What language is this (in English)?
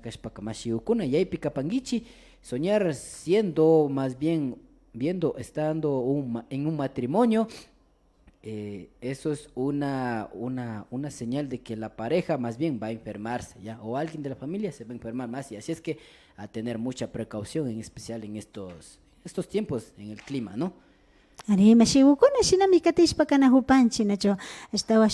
Imbabura Highland Quichua